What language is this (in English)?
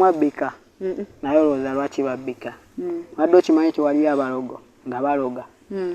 Ganda